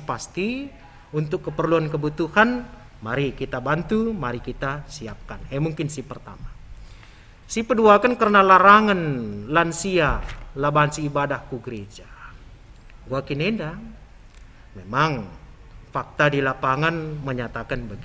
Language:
Batak Karo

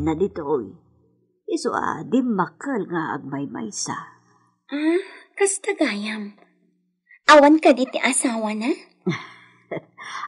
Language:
Iloko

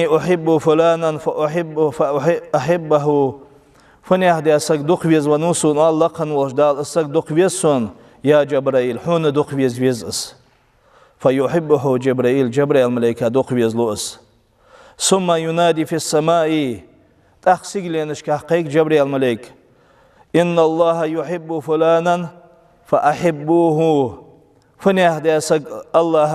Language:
Ingush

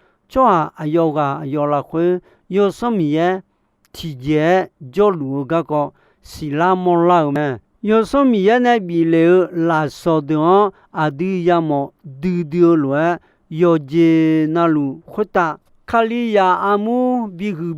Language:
Akha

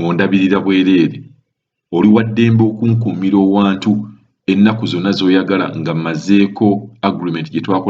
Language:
Ganda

